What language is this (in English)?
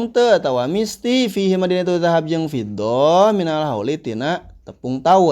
Sundanese